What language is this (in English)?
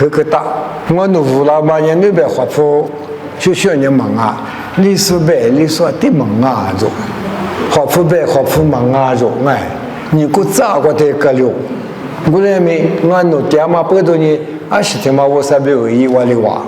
Lisu